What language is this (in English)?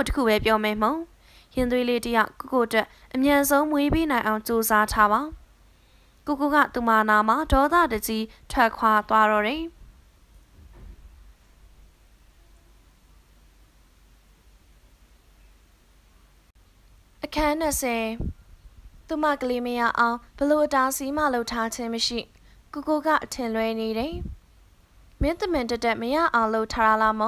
Burmese